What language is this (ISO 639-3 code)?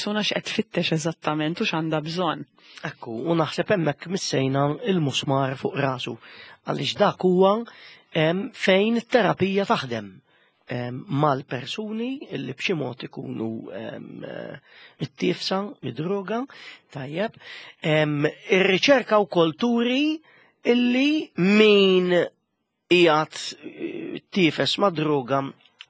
mlt